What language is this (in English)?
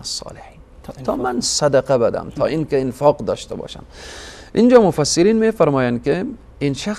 Persian